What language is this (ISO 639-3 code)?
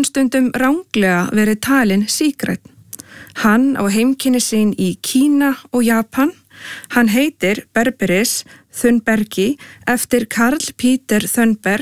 isl